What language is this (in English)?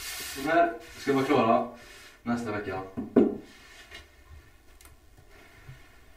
Swedish